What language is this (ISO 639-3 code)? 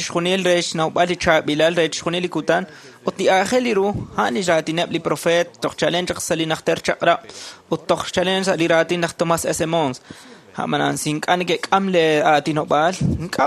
kek